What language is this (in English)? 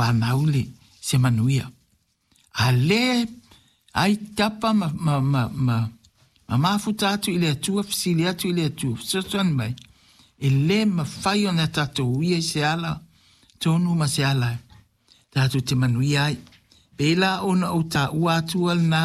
Samoan